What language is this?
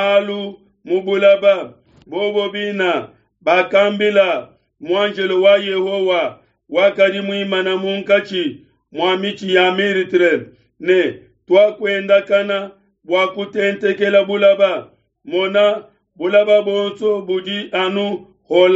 Luba-Lulua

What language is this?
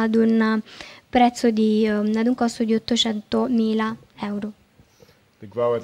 Italian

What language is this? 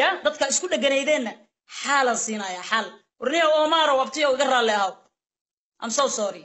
Somali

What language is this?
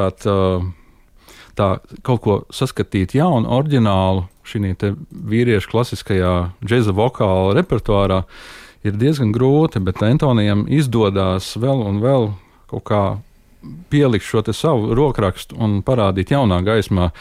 Latvian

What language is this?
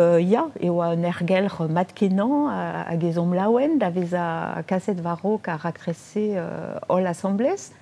Breton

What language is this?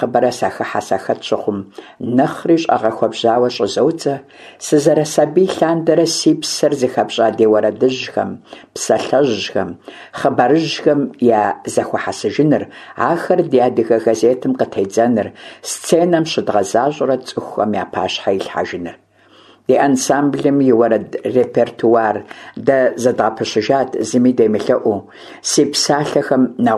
Kabardian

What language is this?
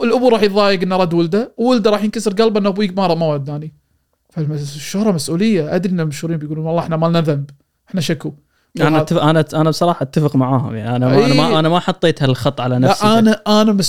Gulf Arabic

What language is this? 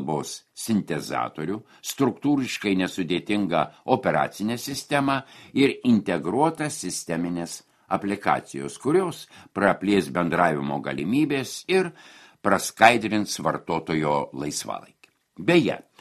Lithuanian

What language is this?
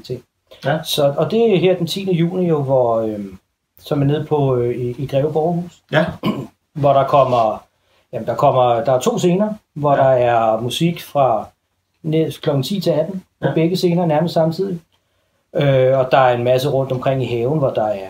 Danish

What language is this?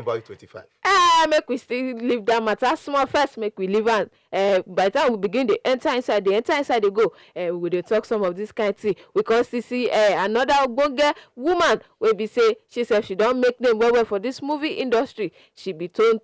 Nigerian Pidgin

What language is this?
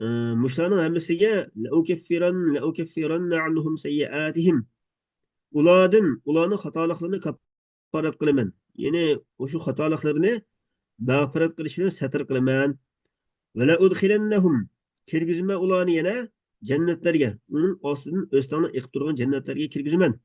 Uyghur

